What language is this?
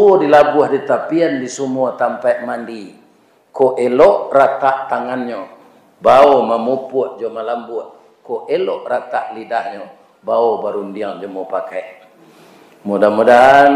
Minangkabau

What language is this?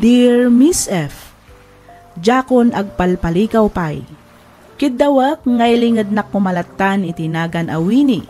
Iloko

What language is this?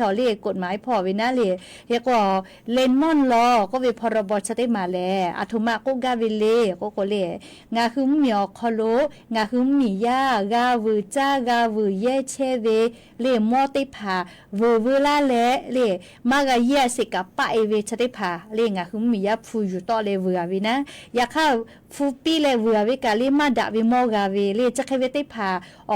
Lahu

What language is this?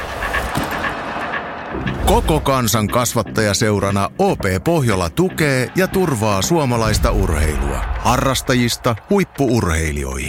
Finnish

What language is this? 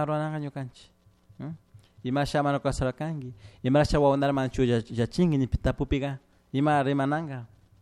Chimborazo Highland Quichua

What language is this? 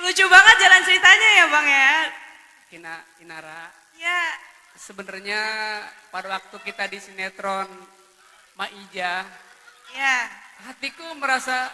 Betawi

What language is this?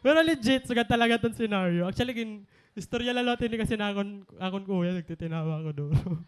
Waray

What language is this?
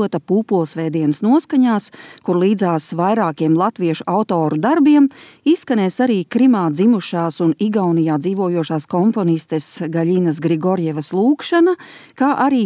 Latvian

